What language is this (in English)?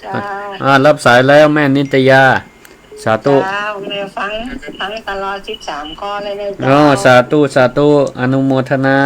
Northern Thai